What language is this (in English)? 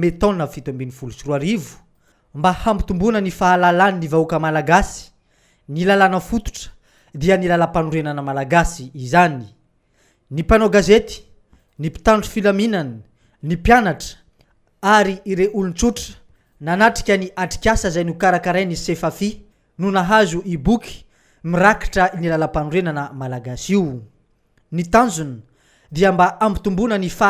Malagasy